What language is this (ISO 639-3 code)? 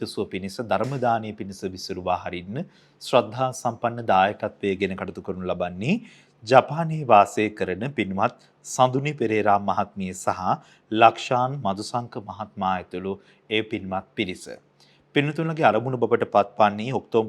sin